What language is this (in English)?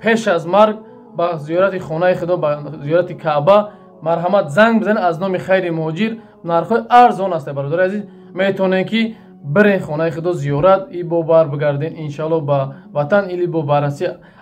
Tajik